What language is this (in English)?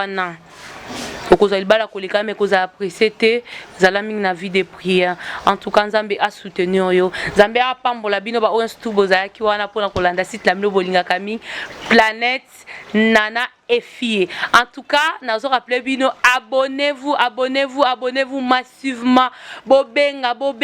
Lingala